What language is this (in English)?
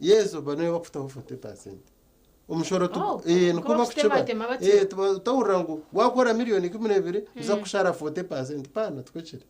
Nyankole